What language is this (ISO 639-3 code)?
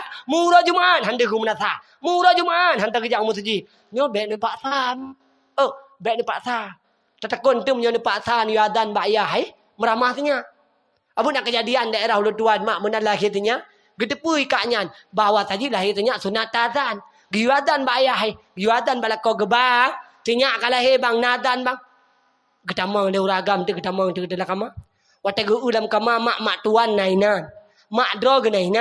ace